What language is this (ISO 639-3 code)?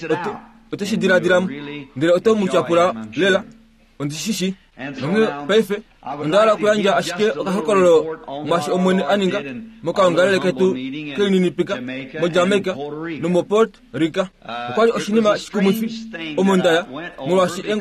kua